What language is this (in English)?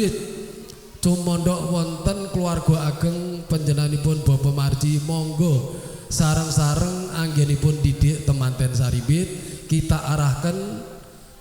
Javanese